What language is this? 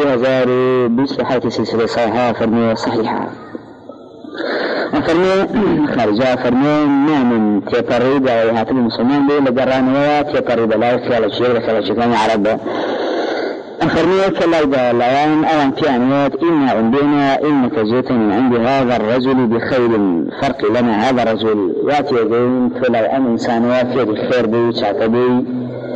Arabic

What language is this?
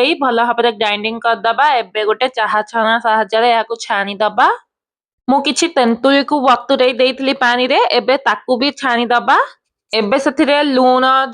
Odia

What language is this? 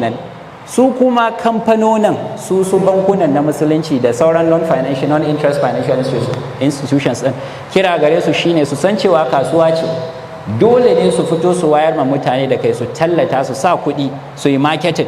Hausa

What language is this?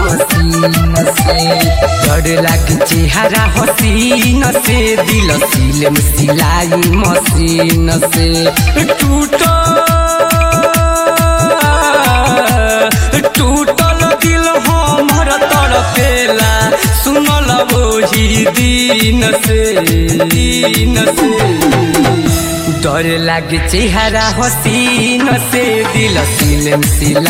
Bhojpuri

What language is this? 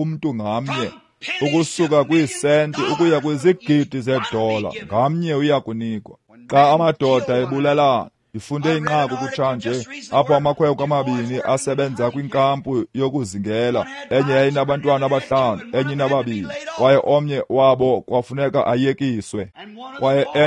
Xhosa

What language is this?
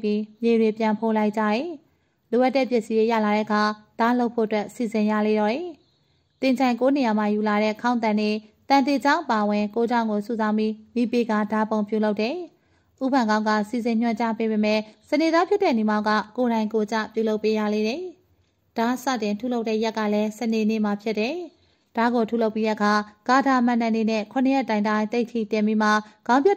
Burmese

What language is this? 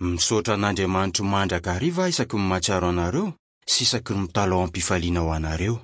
Malagasy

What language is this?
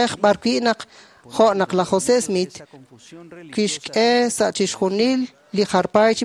Kekchí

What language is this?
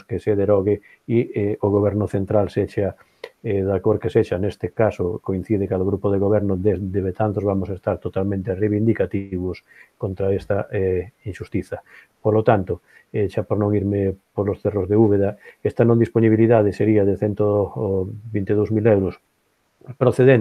Galician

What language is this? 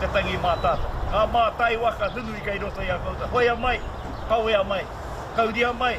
Māori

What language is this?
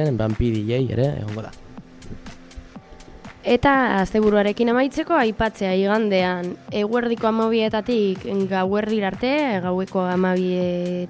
Basque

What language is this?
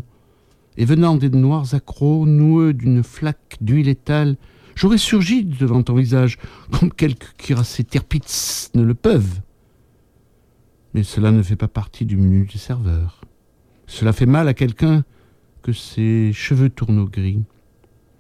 French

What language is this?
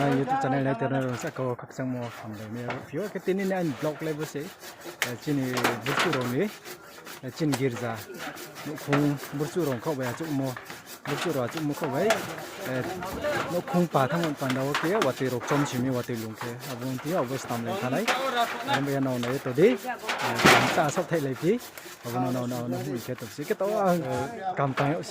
Riang (India)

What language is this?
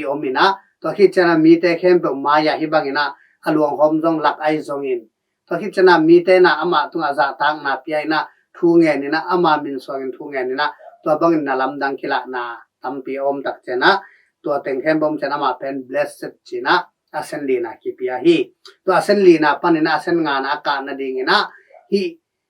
Tedim Chin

